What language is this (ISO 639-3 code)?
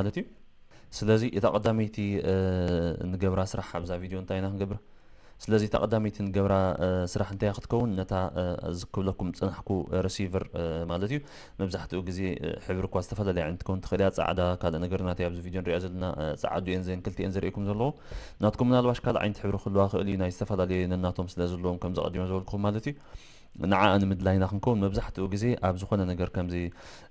tir